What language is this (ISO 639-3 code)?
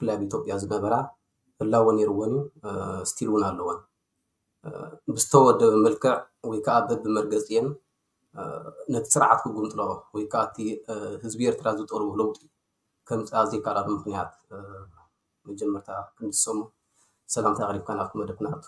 tir